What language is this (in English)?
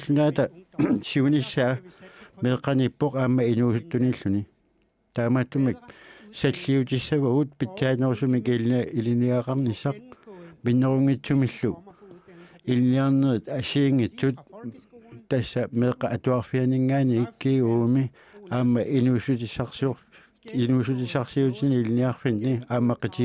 Kalaallisut